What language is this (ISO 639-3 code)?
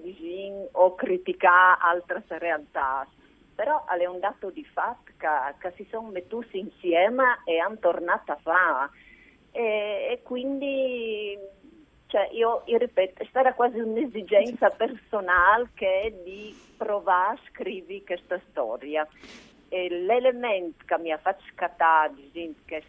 fur